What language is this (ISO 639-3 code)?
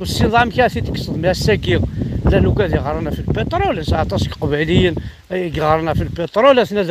kab